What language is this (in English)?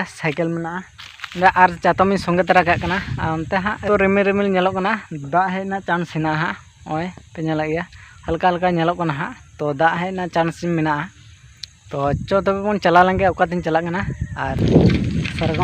Santali